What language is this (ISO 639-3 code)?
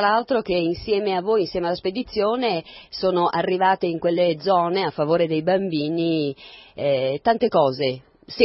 ita